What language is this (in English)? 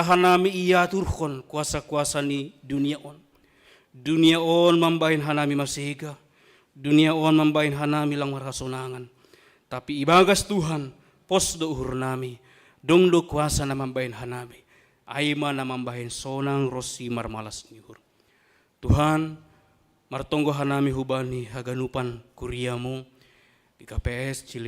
Batak Simalungun